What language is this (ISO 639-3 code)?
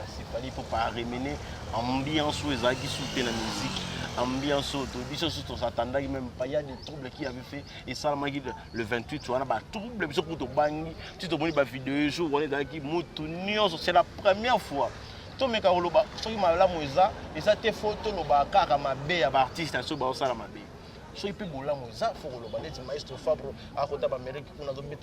lin